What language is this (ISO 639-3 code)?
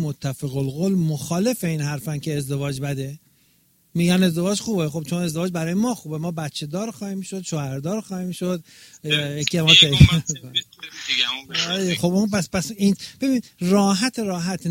fas